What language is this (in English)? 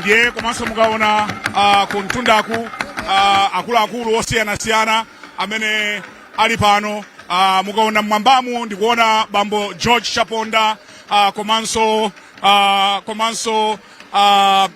Nyanja